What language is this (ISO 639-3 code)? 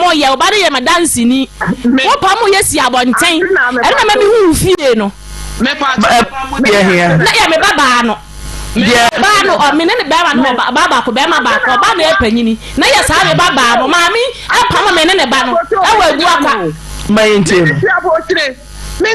aka